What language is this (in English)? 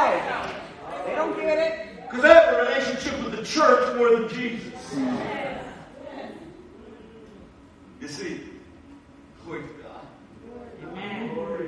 English